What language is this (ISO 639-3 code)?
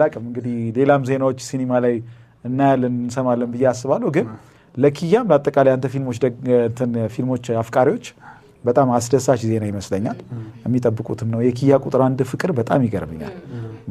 amh